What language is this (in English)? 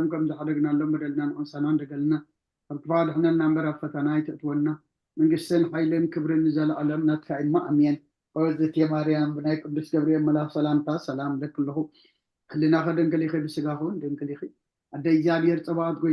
Tigrinya